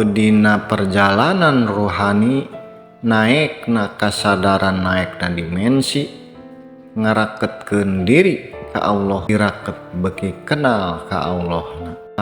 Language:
Sundanese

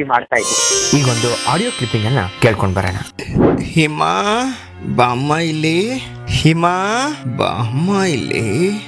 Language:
Kannada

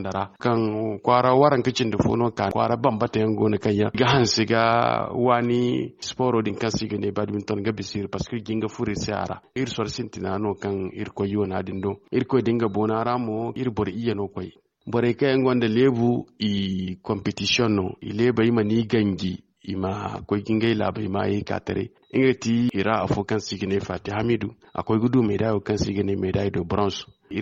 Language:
Zarma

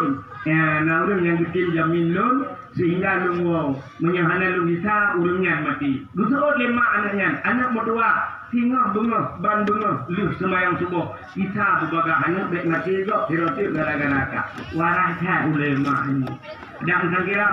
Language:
Achinese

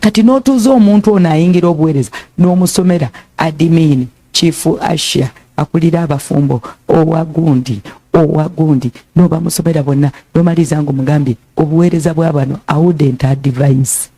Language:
Ganda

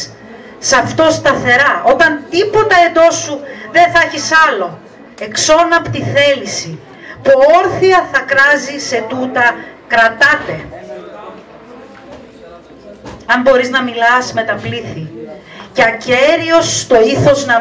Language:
Greek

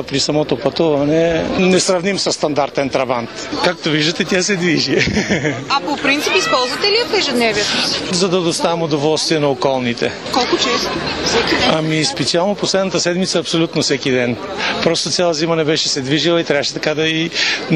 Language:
Bulgarian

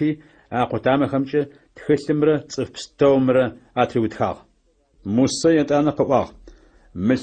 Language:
Adyghe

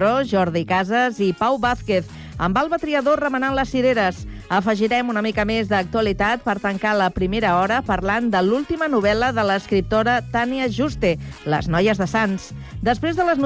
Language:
Catalan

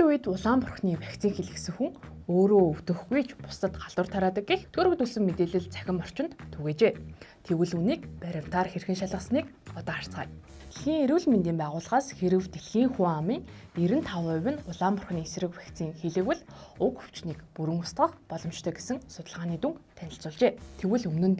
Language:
Mongolian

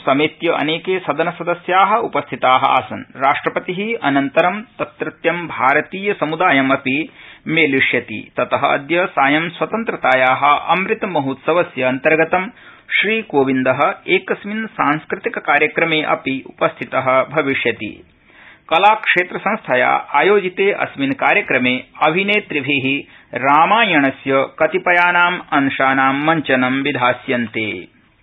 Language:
Sanskrit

